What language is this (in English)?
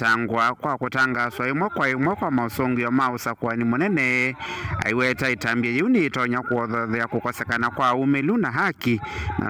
Kamba